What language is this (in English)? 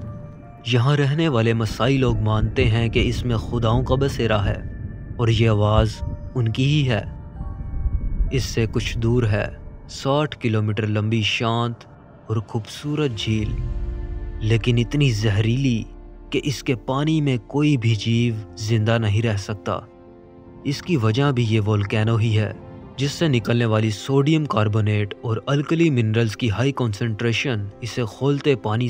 Hindi